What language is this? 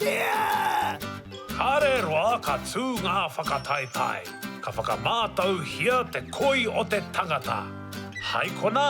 Māori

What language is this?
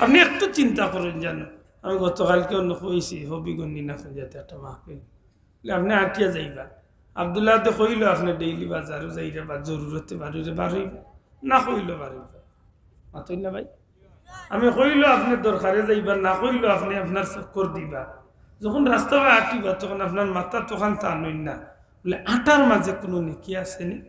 Sylheti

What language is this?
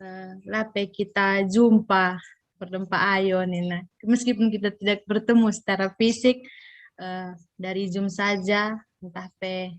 Batak Karo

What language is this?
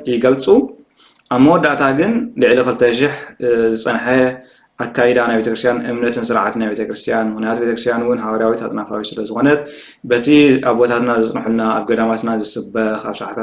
Tigrinya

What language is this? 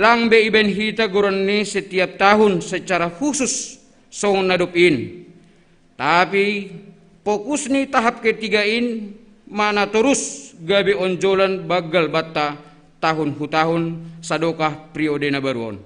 Batak Simalungun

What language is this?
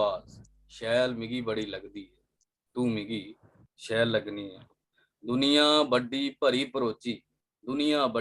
Dogri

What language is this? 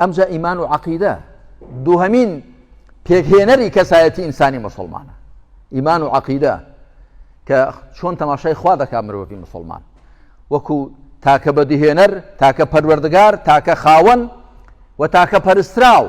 Central Kurdish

